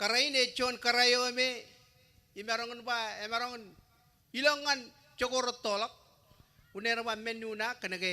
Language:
Marshallese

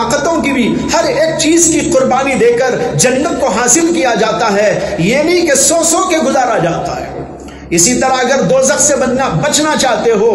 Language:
Urdu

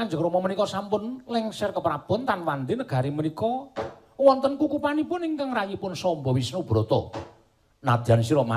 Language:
Javanese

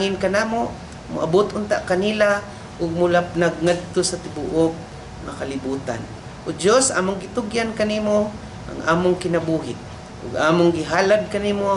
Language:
Cebuano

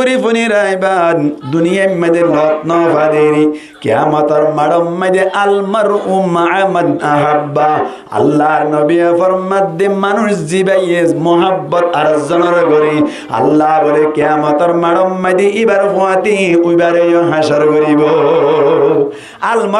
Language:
Rohingya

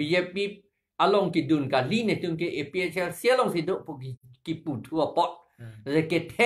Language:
Karbi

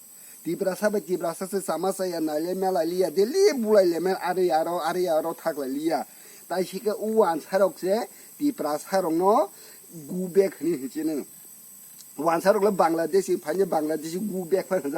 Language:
Kok Borok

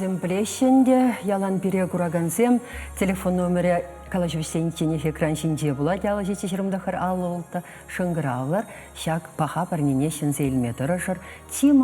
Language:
Chuvash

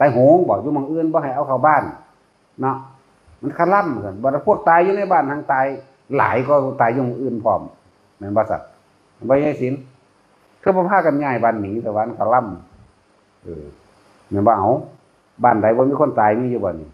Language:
Northeastern Thai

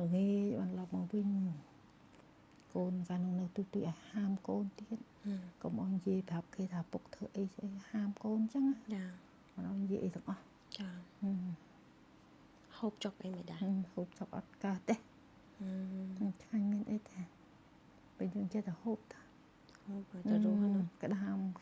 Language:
Khmer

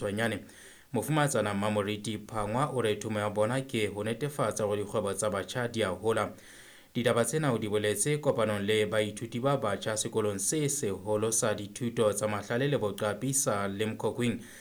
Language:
Southern Sotho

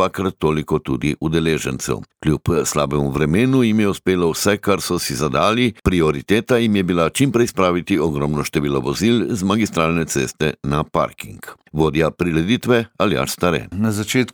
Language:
Slovenian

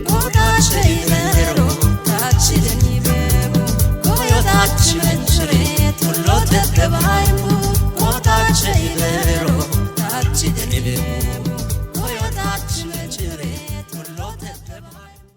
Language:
Kafa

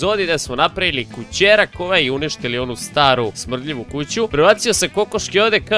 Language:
Croatian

